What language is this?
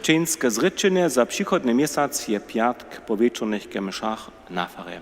Upper Sorbian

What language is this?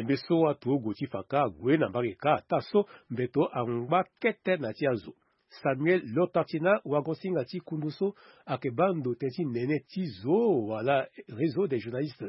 Sango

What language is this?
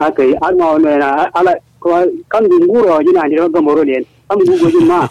Kanuri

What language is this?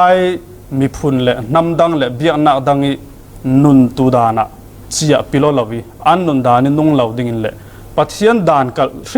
Falam Chin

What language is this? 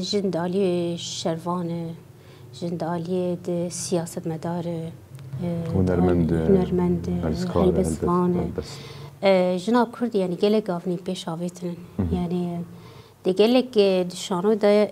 Kurdish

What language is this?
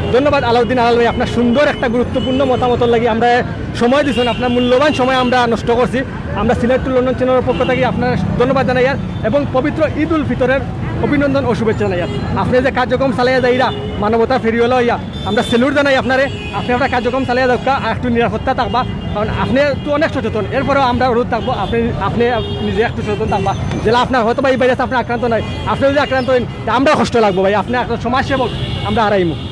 Sylheti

